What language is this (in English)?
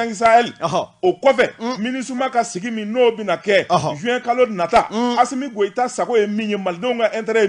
Bambara